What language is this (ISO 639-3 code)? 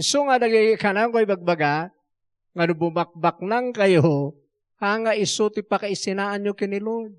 ilo